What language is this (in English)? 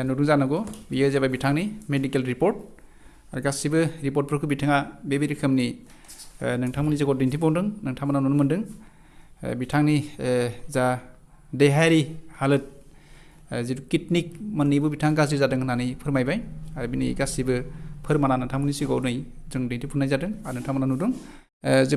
Bodo